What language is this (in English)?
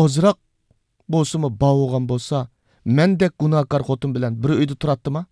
Uyghur